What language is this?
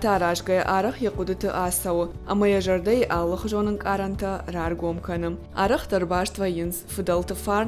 Ossetic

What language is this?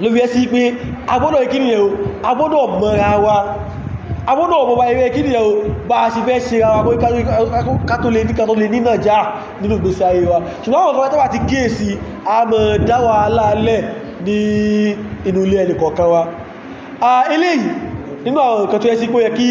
Yoruba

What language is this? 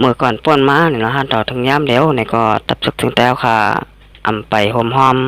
Shan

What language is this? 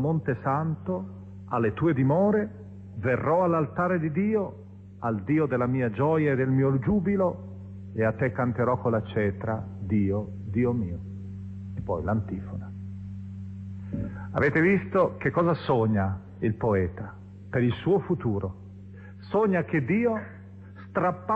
Italian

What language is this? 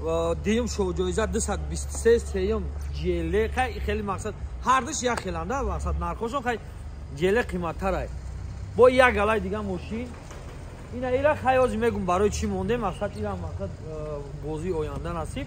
Tajik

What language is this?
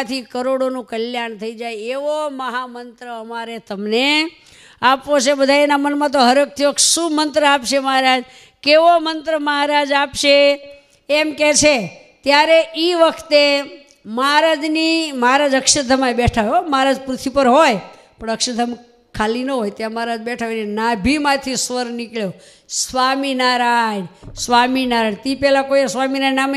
Gujarati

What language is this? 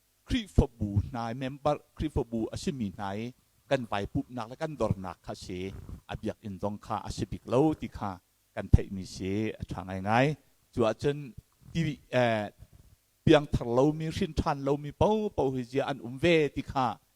Hakha Chin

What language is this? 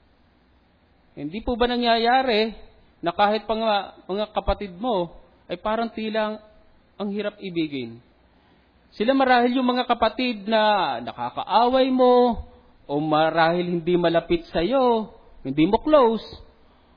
Filipino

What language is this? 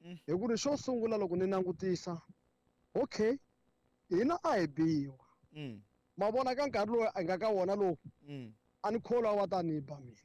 Tsonga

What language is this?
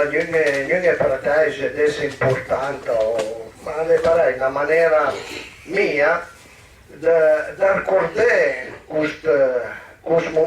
Piedmontese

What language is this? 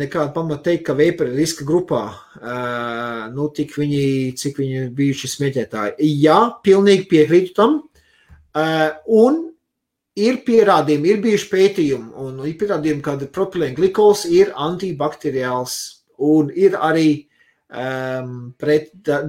Latvian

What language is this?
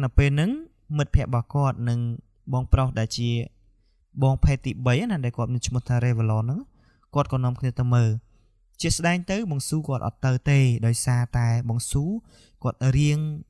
Khmer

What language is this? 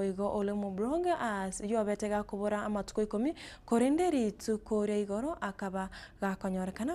Gusii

